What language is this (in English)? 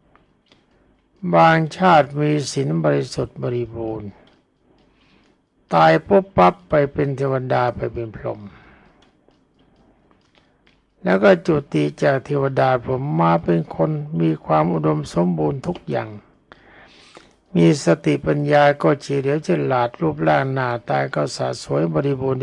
Thai